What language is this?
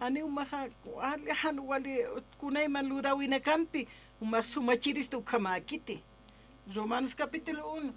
Aymara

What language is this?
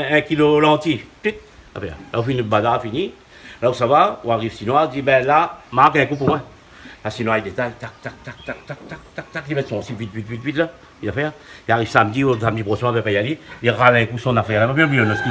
Réunion Creole French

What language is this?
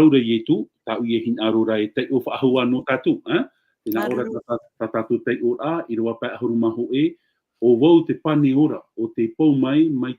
Tahitian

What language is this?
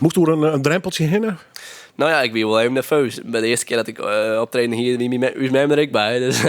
Western Frisian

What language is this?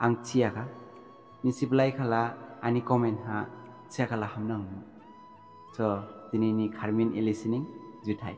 Dimasa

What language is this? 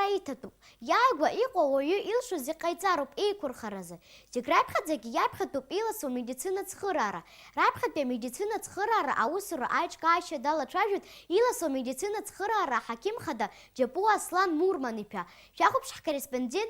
Abkhazian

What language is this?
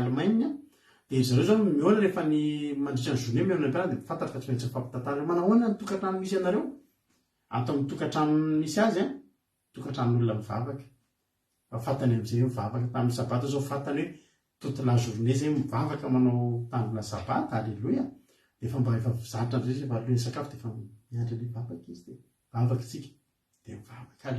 Malagasy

